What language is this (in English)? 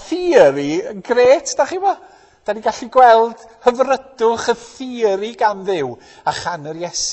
Welsh